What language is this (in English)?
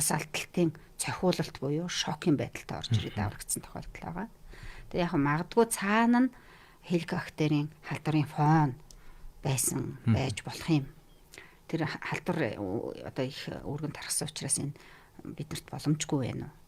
Mongolian